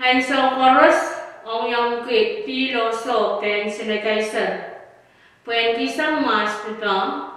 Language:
Pohnpeian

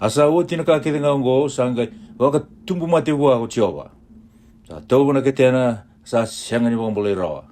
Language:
Fijian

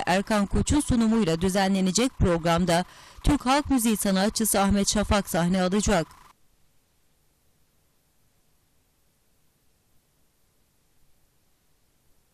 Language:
Turkish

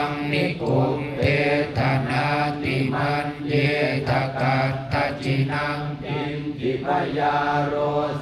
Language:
Pali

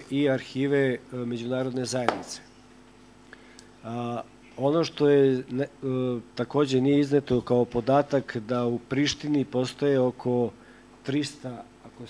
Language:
Serbian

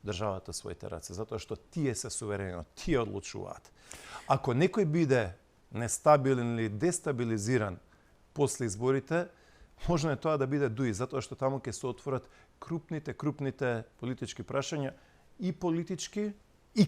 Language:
Macedonian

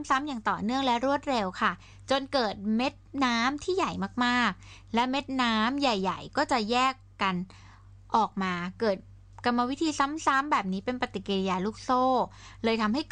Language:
Thai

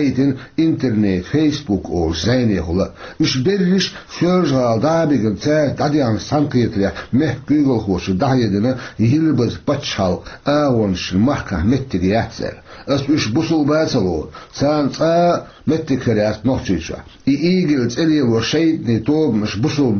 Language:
Chechen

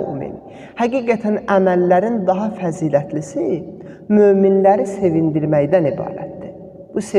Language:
Azerbaijani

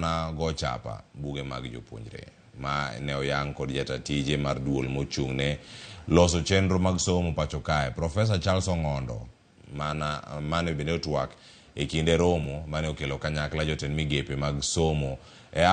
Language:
Luo (Kenya and Tanzania)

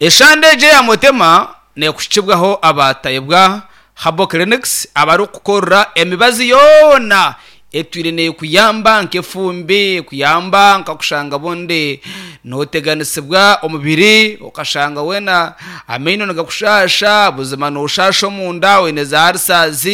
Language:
Nyankole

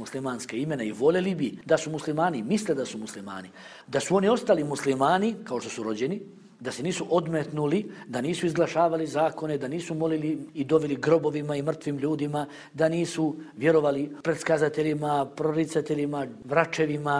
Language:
Bosnian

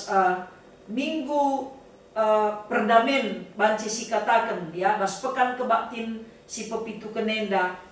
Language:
Batak Karo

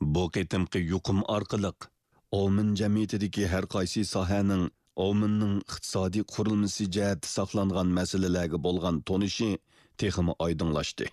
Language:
Uyghur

